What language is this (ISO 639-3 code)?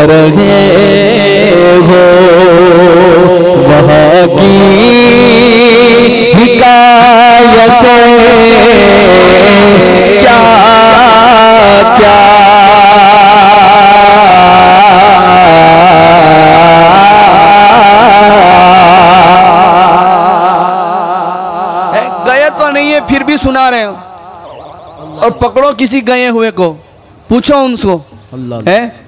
hin